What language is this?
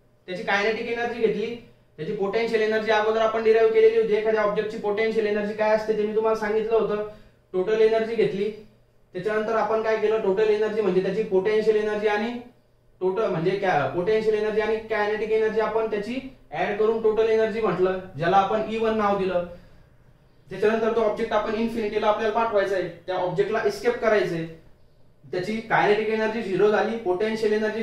Marathi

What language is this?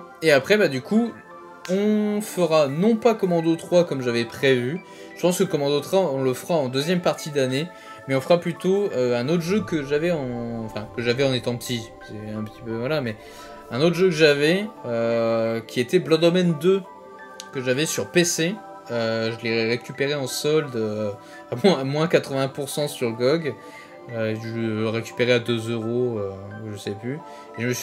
French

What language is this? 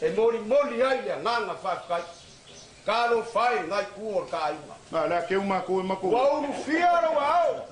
Samoan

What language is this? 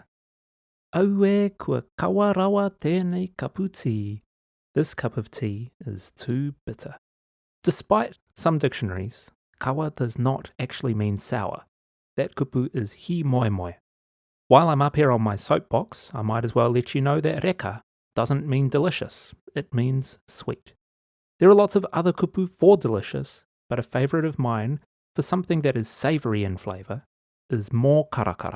Māori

